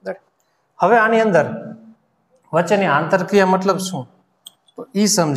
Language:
Gujarati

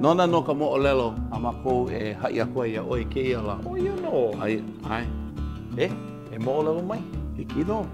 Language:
Hawaiian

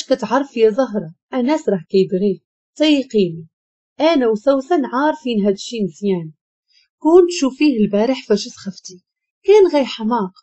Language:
Moroccan Arabic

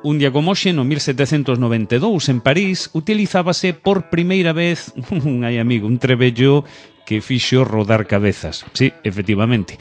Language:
Galician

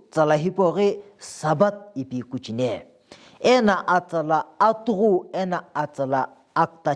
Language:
Sumi Naga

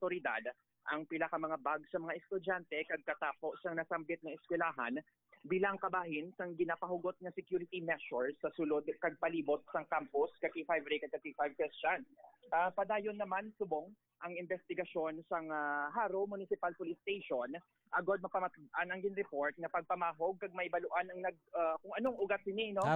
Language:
Hiligaynon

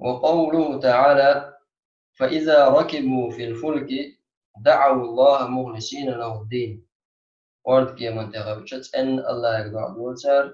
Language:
Chechen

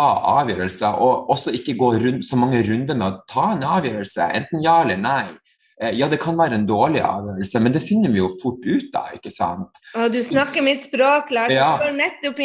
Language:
Norwegian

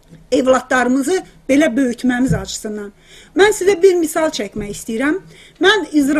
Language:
South Azerbaijani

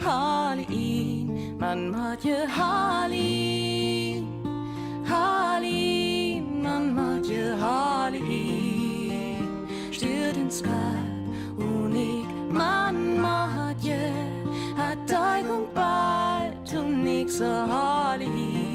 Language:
Northern Frisian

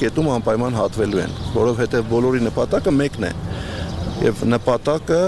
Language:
Armenian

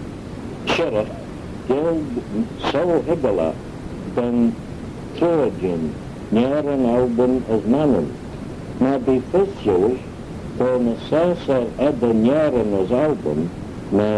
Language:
Manx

